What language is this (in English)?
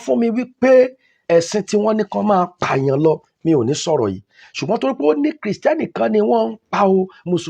Yoruba